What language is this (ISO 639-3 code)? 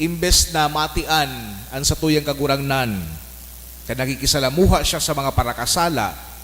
bik